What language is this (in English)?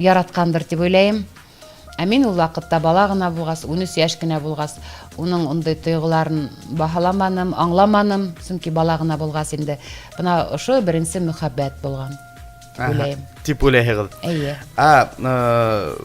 Bashkir